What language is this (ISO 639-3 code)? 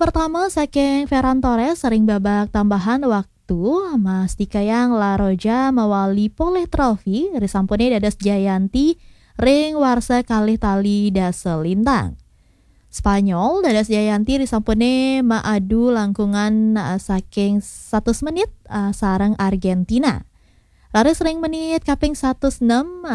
ban